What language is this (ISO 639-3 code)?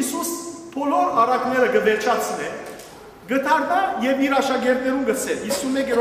hyw